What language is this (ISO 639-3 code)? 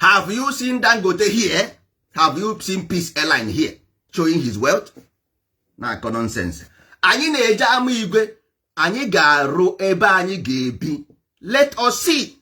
ibo